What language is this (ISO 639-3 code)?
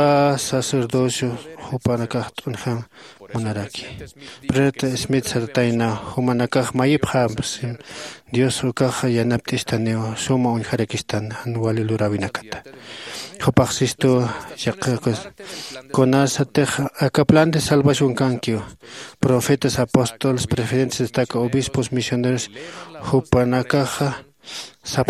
aym